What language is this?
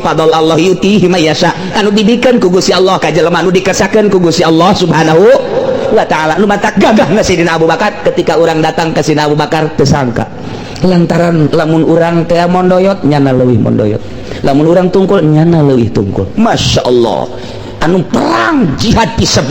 Sundanese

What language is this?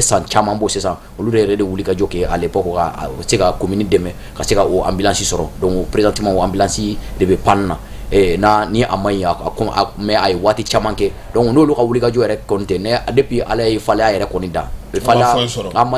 Bambara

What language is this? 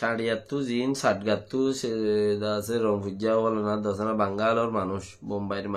Rohingya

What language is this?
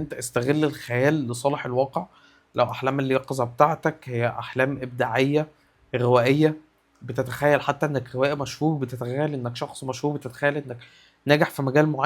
Egyptian Arabic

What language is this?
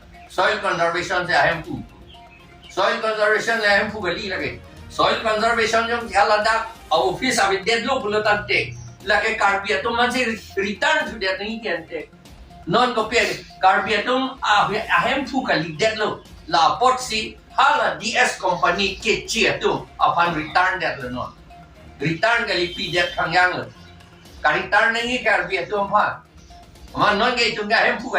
Karbi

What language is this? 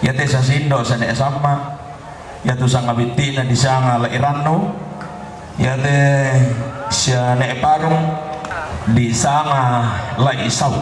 Toraja-Sa'dan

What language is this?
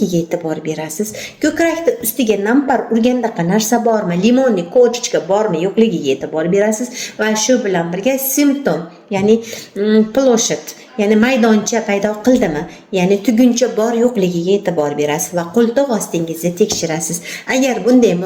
Uzbek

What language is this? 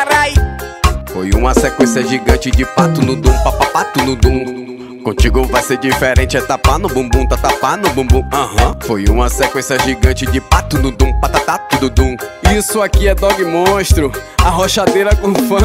Portuguese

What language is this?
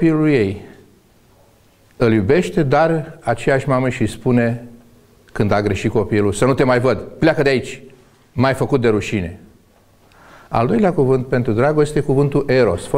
Romanian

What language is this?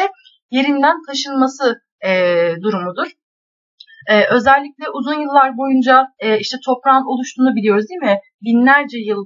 Turkish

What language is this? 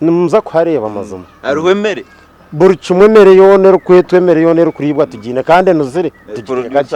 Nyankole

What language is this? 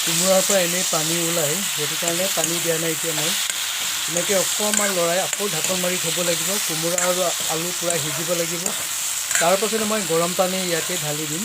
Assamese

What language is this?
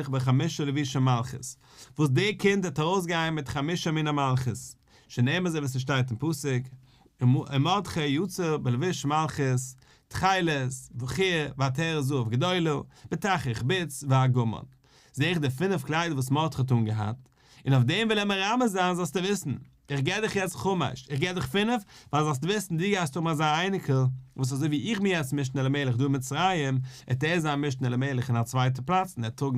Yiddish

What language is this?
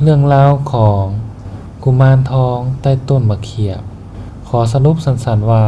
Northeastern Thai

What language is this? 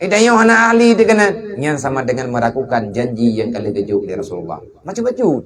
Achinese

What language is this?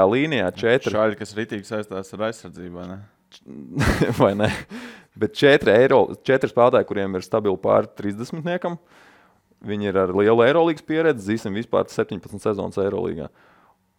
Latvian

